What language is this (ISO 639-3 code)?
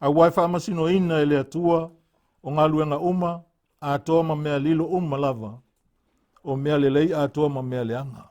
smo